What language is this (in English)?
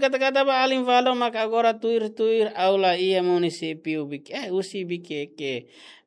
Tetum